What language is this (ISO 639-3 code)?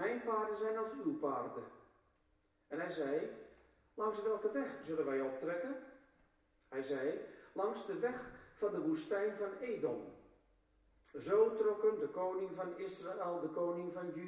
nld